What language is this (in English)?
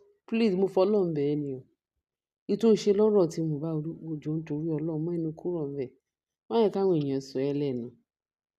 Yoruba